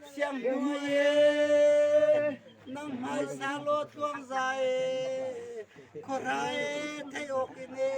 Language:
Hakha Chin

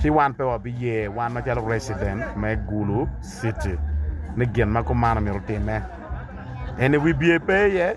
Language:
Acoli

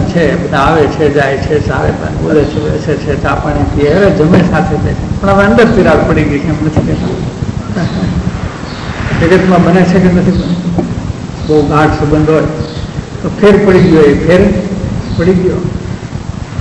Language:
Gujarati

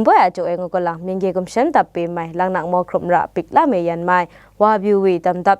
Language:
Kachin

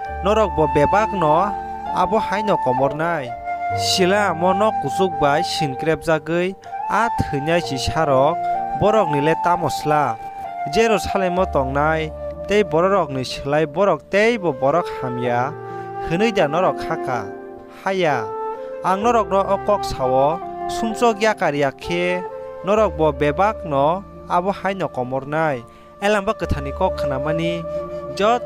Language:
Kok Borok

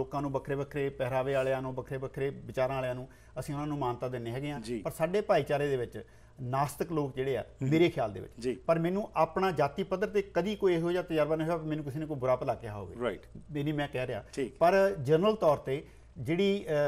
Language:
Punjabi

